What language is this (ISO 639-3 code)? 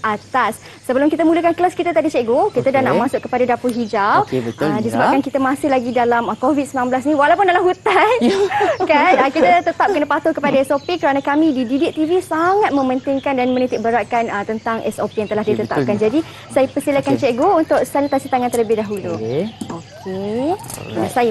msa